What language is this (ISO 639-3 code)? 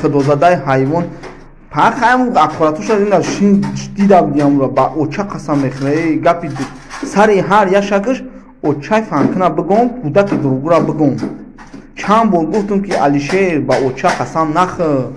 tgk